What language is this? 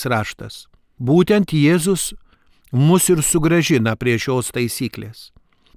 Lithuanian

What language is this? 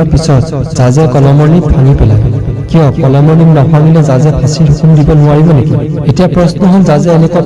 Assamese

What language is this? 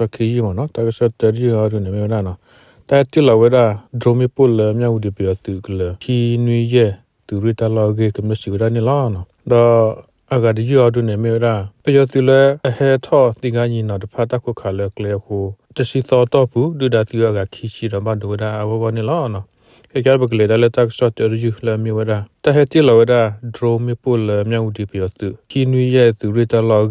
S'gaw Karen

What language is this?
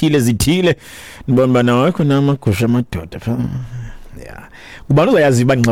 Xhosa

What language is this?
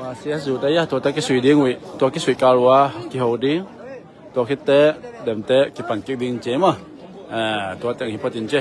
Tedim Chin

